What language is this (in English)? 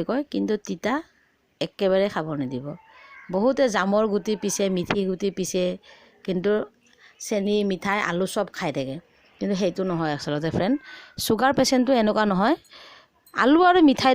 Assamese